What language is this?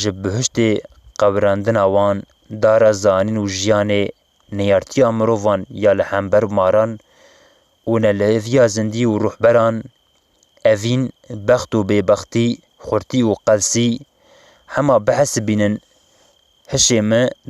Kurdish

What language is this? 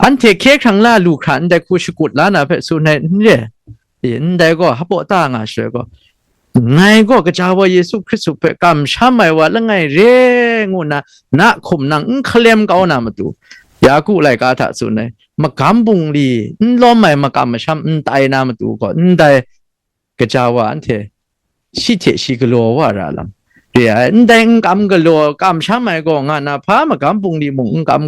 Kachin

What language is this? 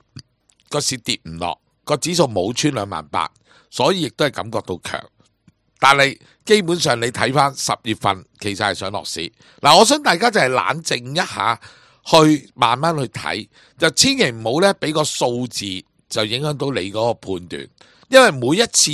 Cantonese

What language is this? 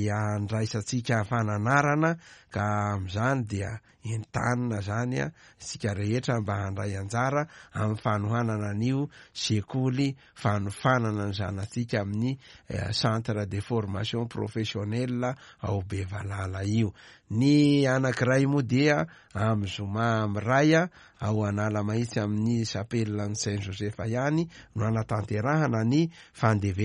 Malagasy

